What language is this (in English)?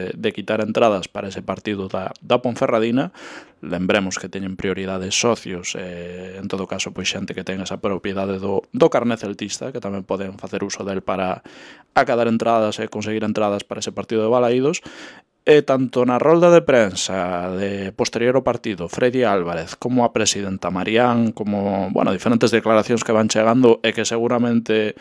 Galician